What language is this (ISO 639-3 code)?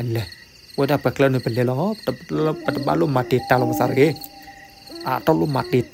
ksw